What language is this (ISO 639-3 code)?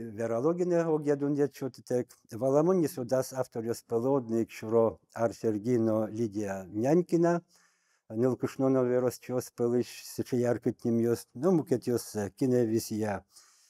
udm